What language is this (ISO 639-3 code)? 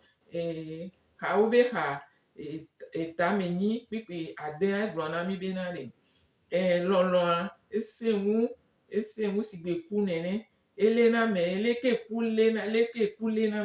gej